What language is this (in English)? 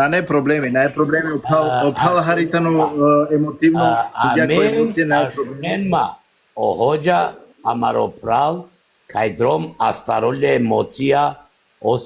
Balkan Romani